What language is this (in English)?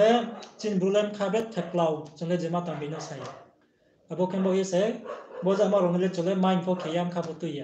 Riang (India)